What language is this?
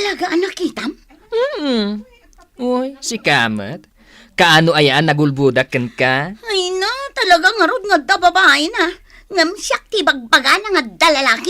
Iloko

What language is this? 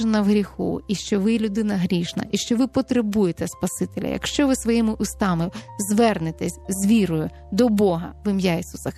Ukrainian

